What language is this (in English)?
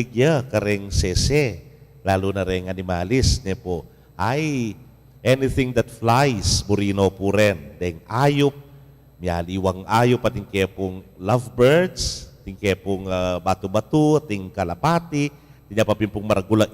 Pampanga